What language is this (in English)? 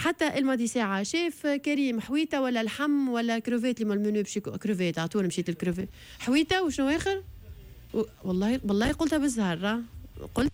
Tunisian Arabic